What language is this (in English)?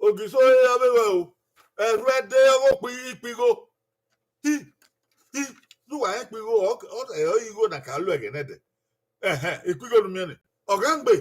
Bini